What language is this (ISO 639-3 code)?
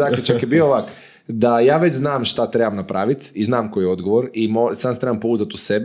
hrv